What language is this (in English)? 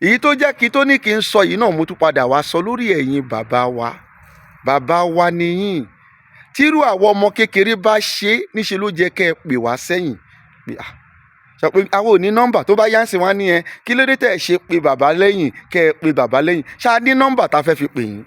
Yoruba